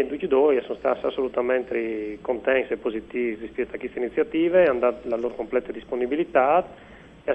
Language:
Friulian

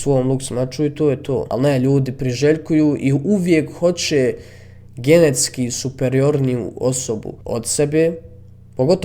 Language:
Bosnian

